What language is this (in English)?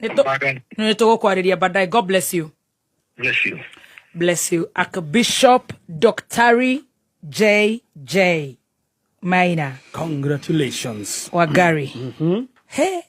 Kikuyu